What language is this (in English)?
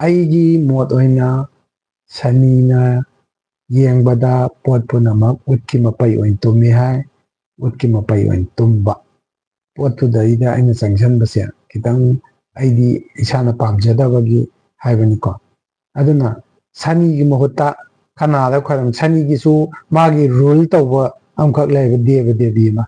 Manipuri